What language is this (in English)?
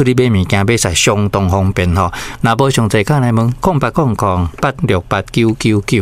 Min Nan Chinese